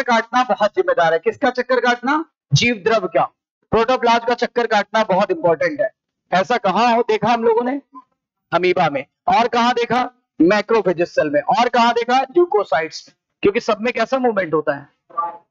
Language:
Hindi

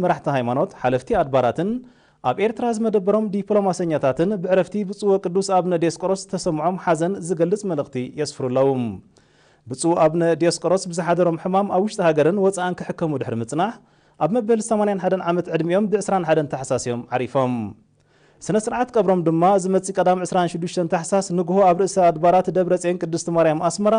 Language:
Tigrinya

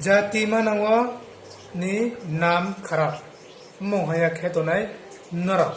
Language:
Riang (India)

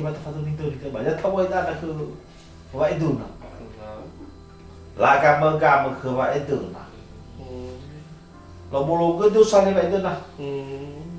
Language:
Nias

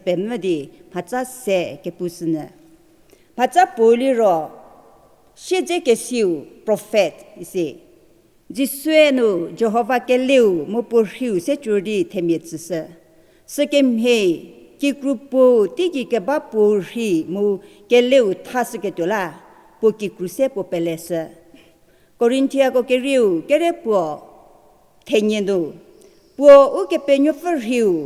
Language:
Angami Naga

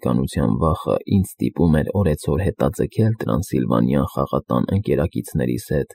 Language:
Armenian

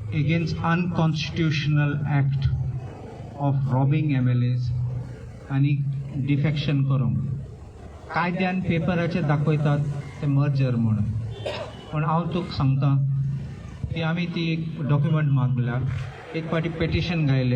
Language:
Konkani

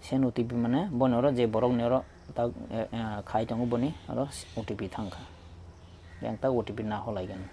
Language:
Kok Borok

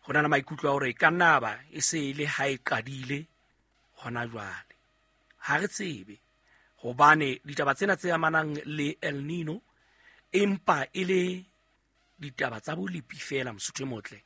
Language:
Southern Sotho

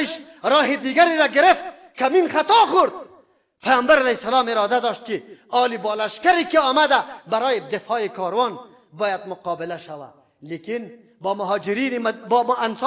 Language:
Persian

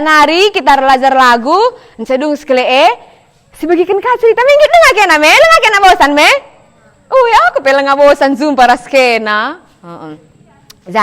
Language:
Batak Karo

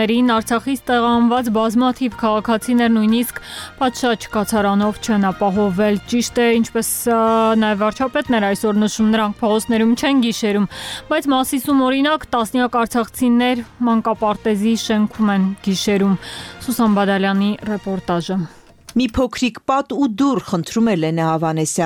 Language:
Armenian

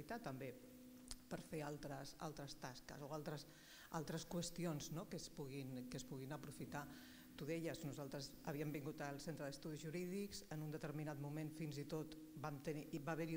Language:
Catalan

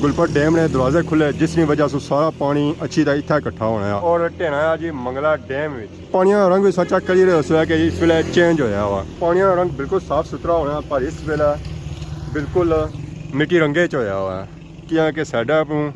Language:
Pahari-Potwari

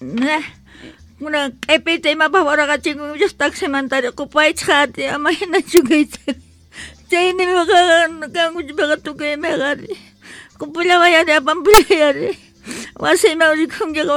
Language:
South Bolivian Quechua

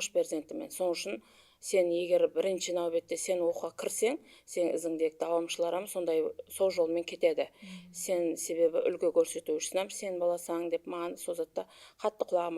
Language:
Kara-Kalpak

